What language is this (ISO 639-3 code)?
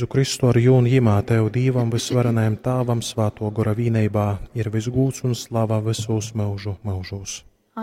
ltg